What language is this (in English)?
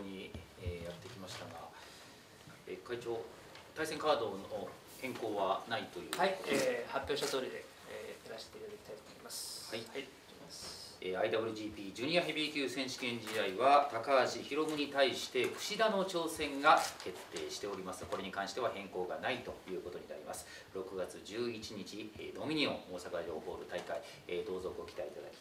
Japanese